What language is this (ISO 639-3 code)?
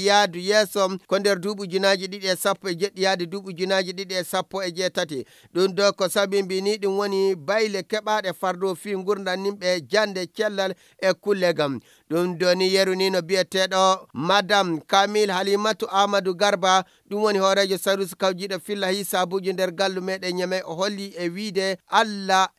ful